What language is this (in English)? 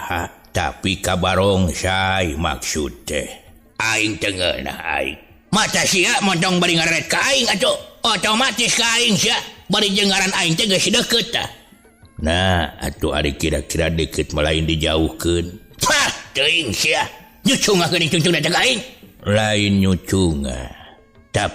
Sundanese